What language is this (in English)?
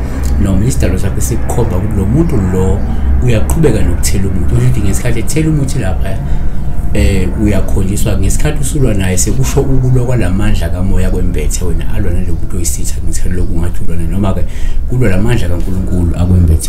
Zulu